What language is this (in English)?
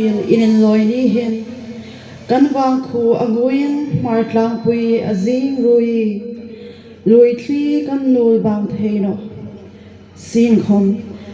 Hmar